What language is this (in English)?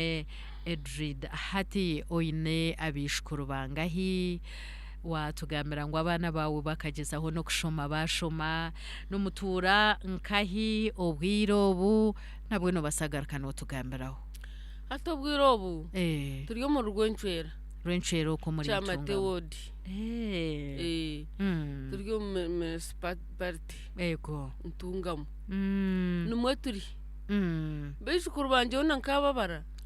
Nyankole